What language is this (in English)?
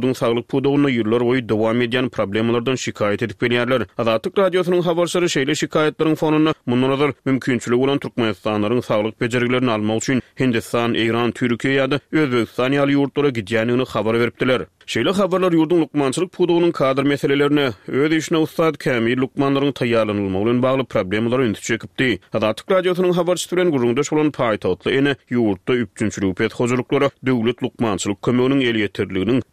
Turkmen